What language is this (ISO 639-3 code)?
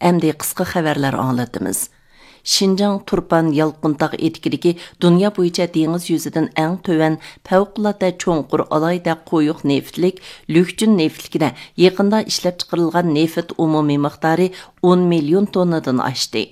uig